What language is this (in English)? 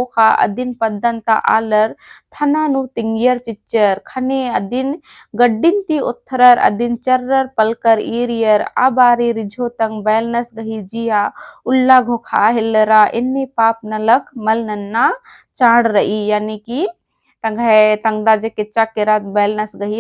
Kurukh